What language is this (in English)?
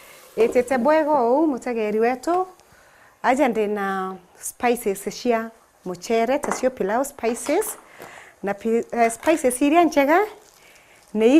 Meru